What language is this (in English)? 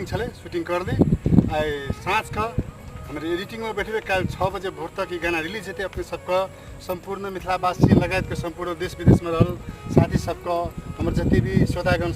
Maithili